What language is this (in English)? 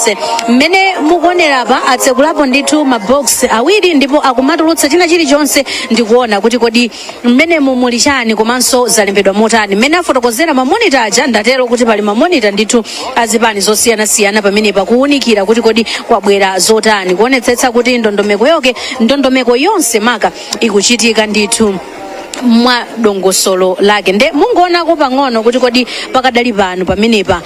Nyanja